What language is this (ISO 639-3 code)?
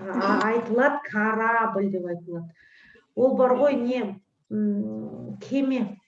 kaz